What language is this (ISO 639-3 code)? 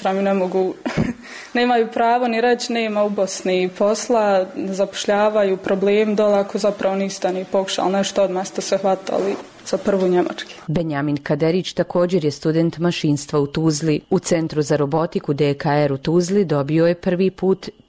bos